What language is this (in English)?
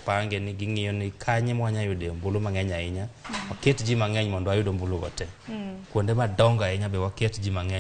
Luo (Kenya and Tanzania)